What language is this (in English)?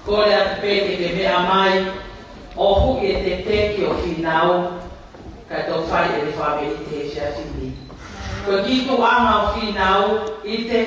Tongan